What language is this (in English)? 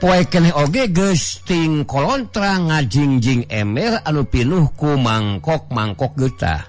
Sundanese